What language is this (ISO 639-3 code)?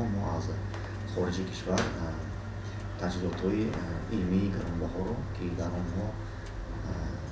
tgk